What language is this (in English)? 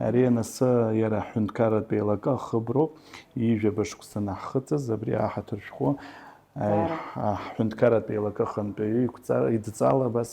Abkhazian